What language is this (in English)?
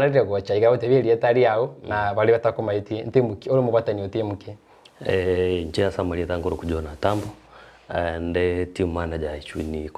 Gusii